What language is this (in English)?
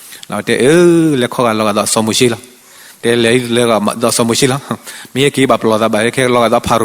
S'gaw Karen